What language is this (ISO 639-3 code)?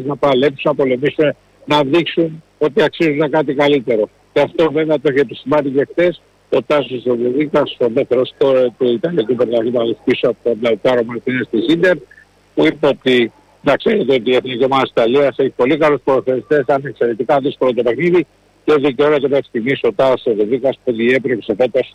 ell